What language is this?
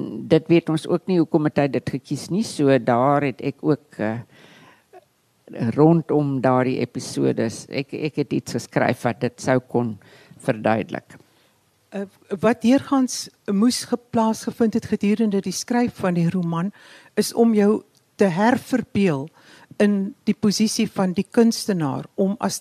Afrikaans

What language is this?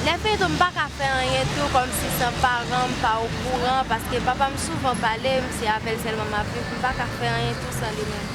Haitian Creole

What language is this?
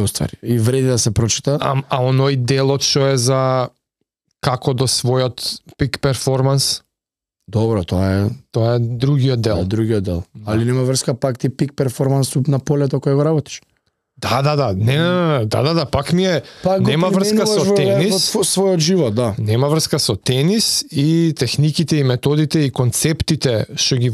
Macedonian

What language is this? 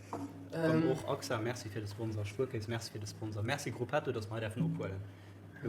Luxembourgish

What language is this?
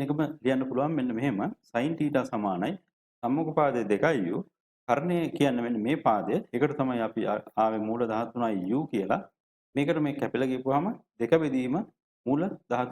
Sinhala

